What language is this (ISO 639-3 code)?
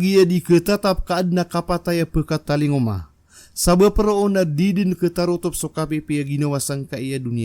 mrw